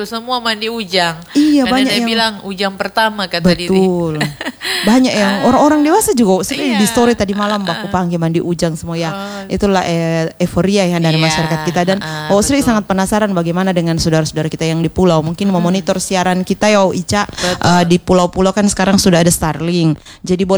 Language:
Indonesian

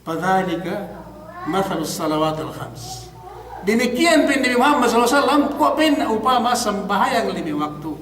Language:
Yakan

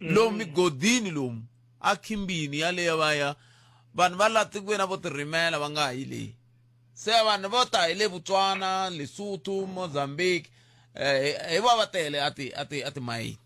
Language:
Tsonga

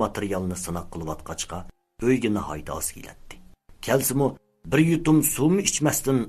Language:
Uyghur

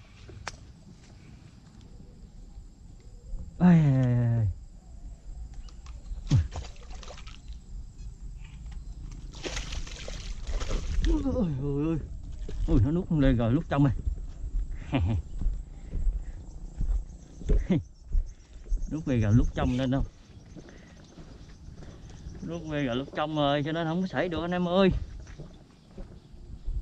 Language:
Vietnamese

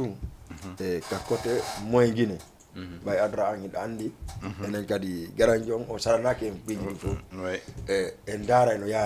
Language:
Fula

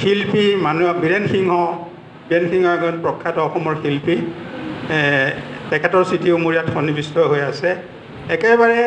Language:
Assamese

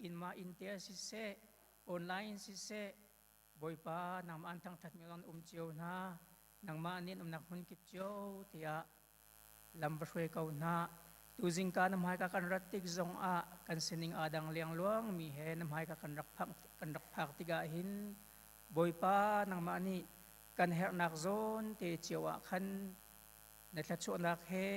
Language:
Hakha Chin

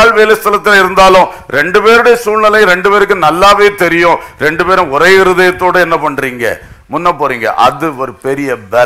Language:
Tamil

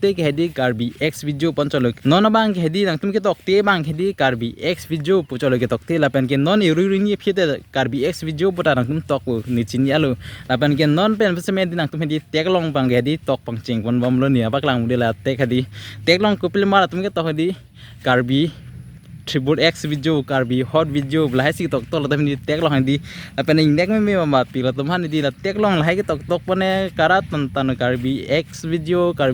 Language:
Karbi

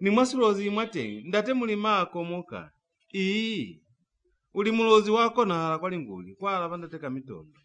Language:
Lozi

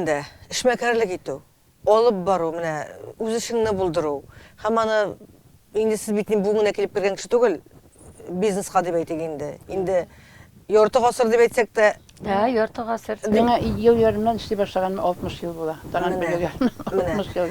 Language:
Tatar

